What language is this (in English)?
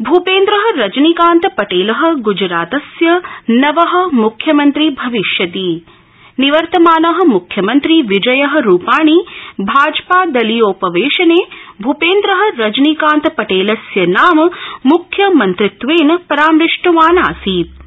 Sanskrit